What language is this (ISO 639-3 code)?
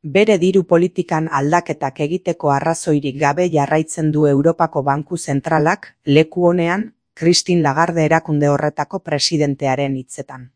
eus